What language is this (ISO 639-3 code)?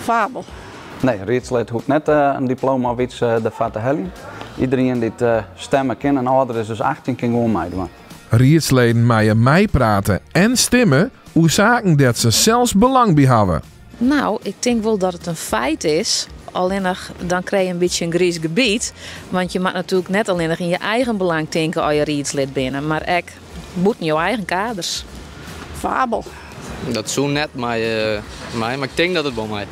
fry